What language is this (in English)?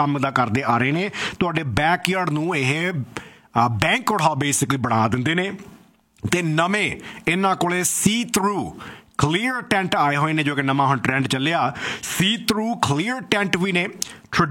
Punjabi